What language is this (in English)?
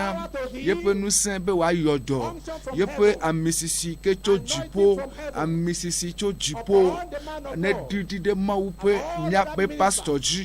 Ewe